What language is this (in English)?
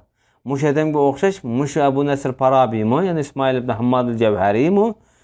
Uyghur